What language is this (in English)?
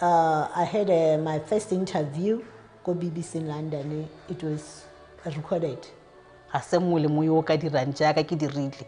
Tswana